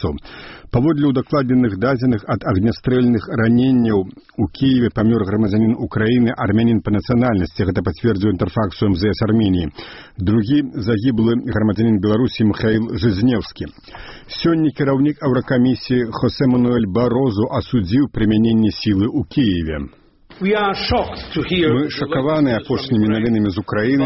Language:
Belarusian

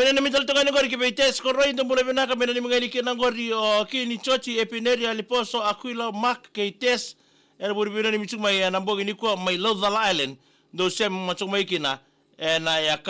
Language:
Fijian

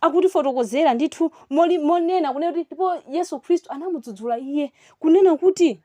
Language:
Nyanja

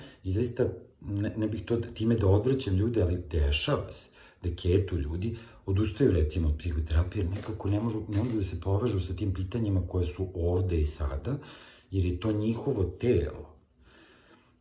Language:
Serbian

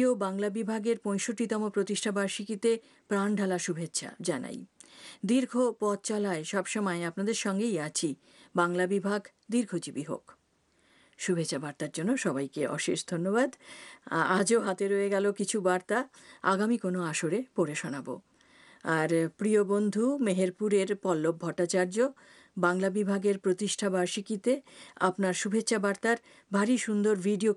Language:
Bangla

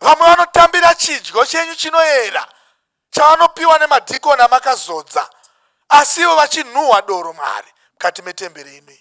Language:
Shona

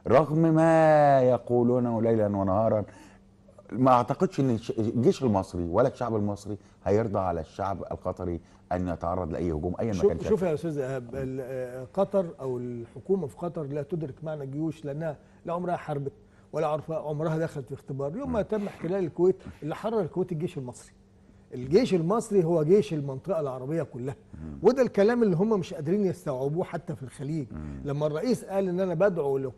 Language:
Egyptian Arabic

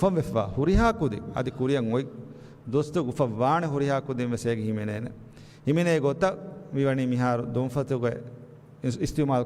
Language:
Divehi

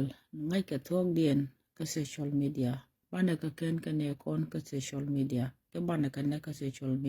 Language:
Nuer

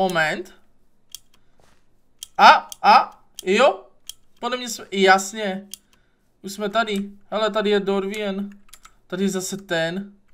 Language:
Czech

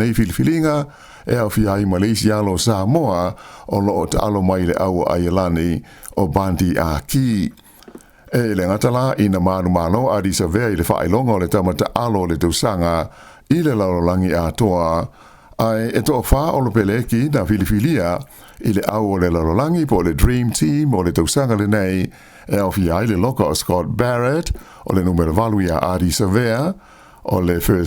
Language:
Samoan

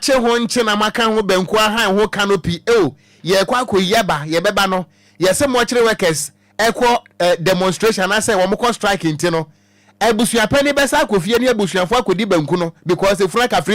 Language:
Akan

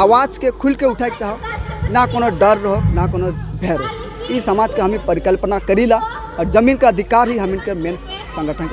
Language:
Sadri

